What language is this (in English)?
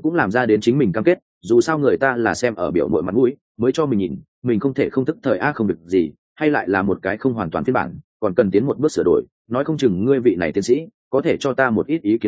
Vietnamese